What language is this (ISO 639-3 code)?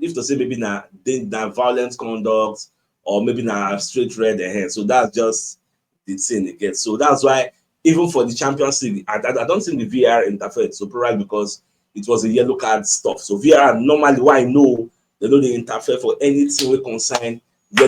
pcm